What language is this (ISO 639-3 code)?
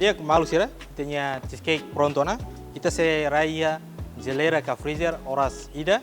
tet